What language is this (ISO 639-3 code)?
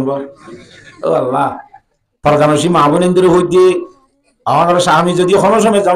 rhg